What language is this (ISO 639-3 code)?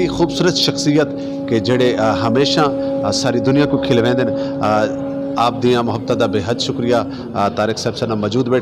skr